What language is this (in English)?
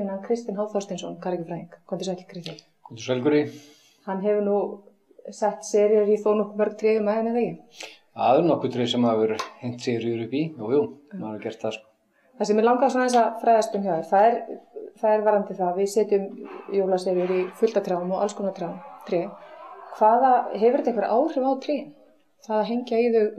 Icelandic